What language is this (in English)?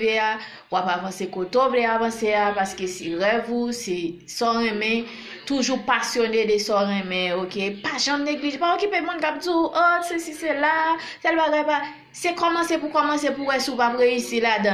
Haitian Creole